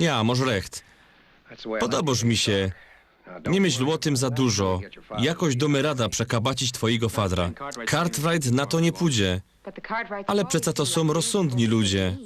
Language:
Silesian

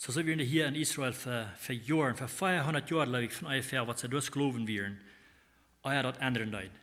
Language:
Plautdietsch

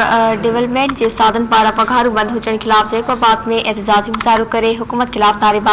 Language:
Sindhi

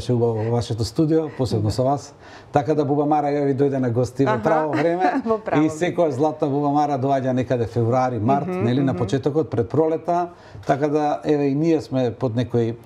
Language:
Macedonian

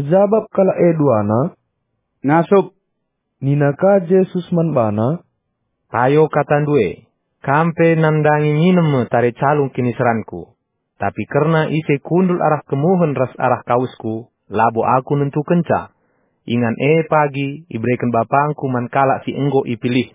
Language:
Batak Karo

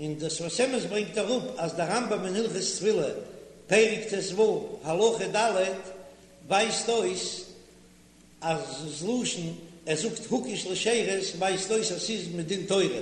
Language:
Yiddish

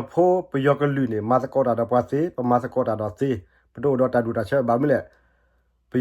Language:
S'gaw Karen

